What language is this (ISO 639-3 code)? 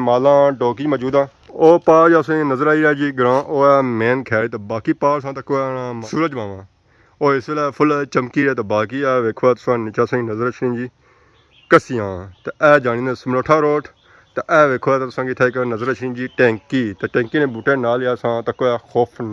phr